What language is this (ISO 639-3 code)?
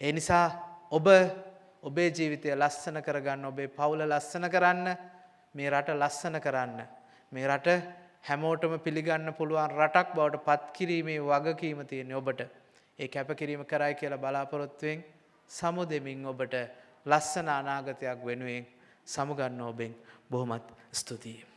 sin